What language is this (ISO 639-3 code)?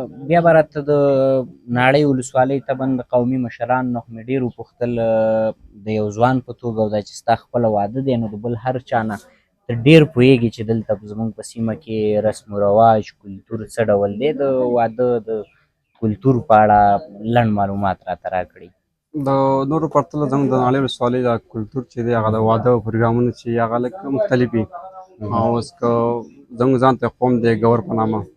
pus